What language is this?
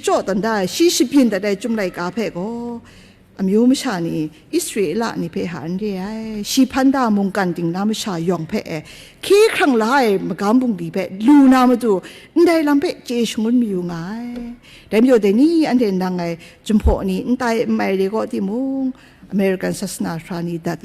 Kachin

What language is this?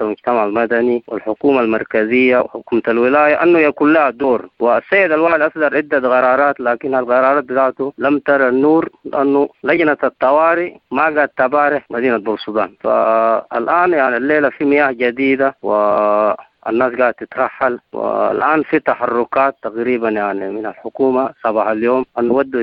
Sudanese Arabic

